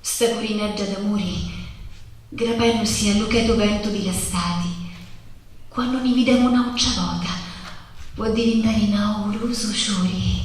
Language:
Sicilian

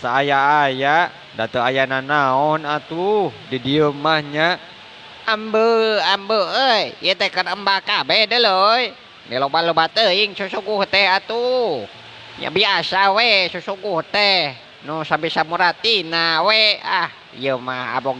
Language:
Sundanese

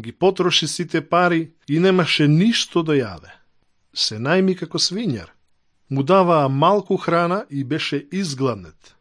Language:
Macedonian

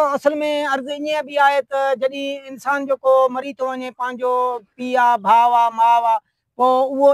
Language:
Sindhi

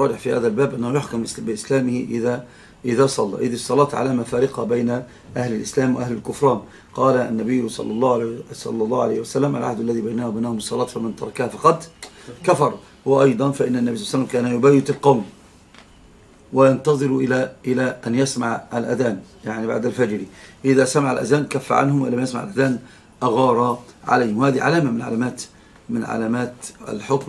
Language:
Arabic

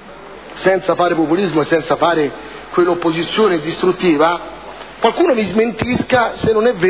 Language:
Italian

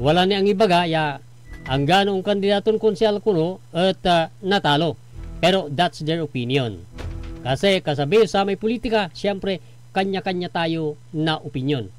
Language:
Pangasinan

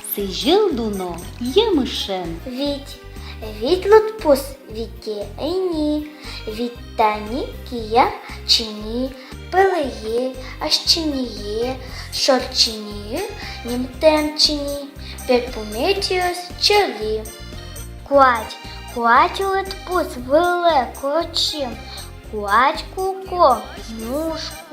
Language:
Udmurt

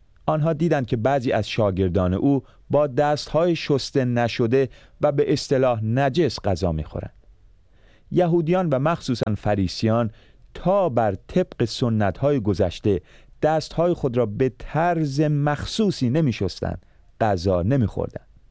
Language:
Persian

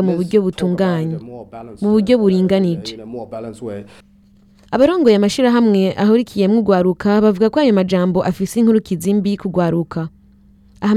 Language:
Rundi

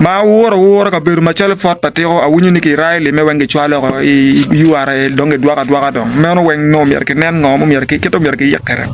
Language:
Acoli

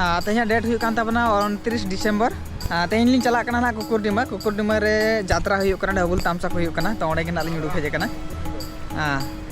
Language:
Santali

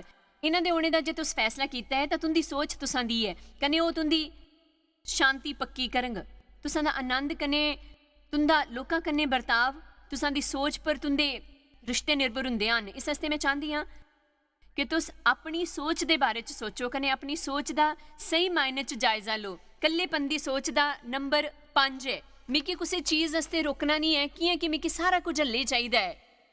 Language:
Dogri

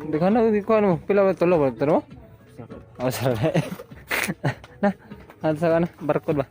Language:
Cebuano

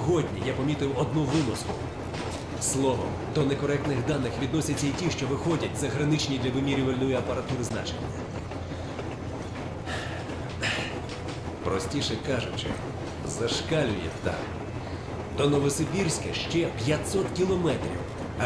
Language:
Ukrainian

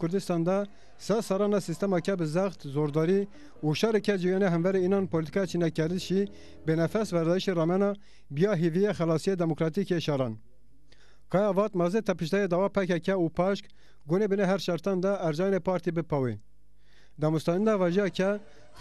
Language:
Zaza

